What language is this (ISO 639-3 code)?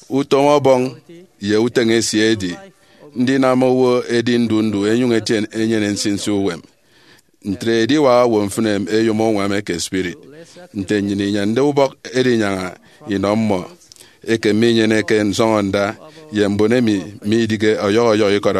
efi